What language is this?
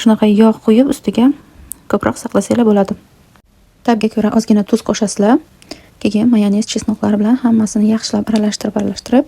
Uzbek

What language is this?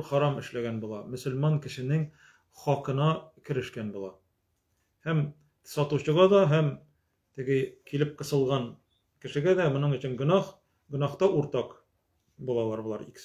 Tatar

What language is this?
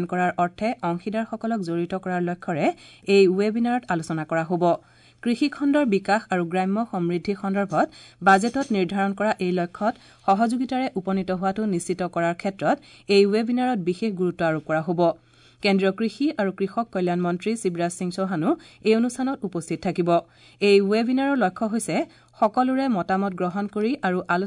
Assamese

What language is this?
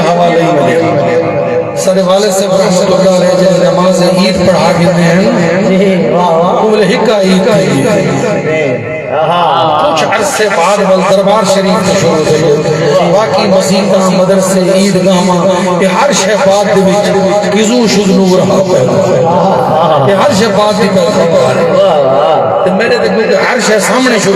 Saraiki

